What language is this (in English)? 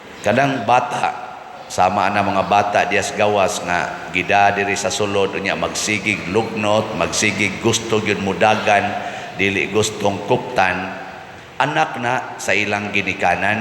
Cebuano